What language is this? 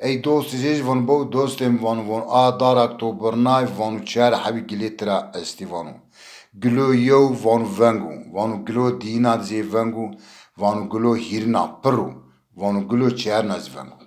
Zaza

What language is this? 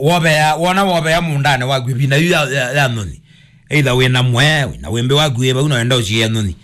Kamba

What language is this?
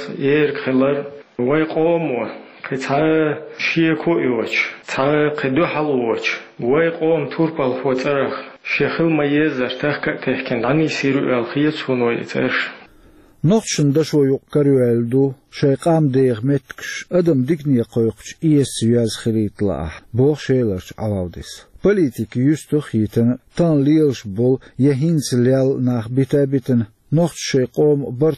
Chechen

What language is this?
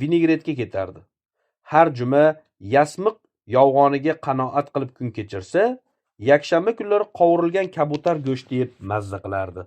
Uzbek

